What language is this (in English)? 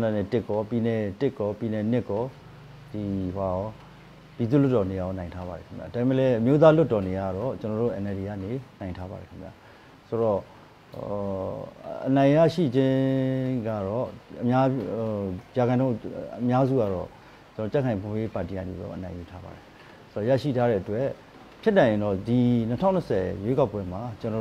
Burmese